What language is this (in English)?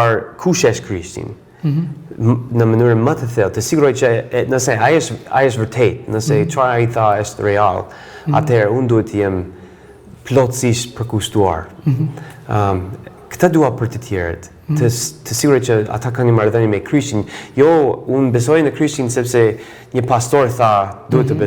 Albanian